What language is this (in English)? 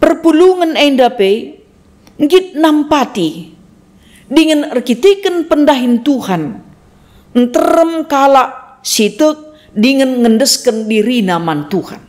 Batak Karo